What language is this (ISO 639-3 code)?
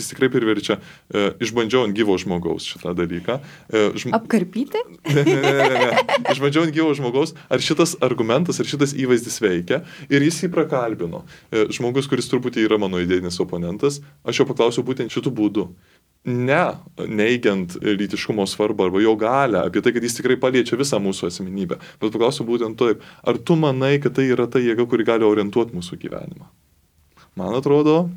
lit